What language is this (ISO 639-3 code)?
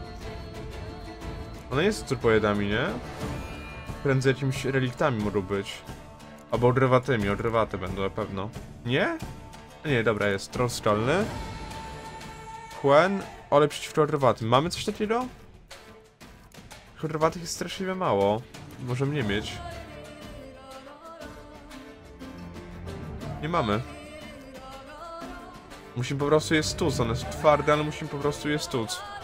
pol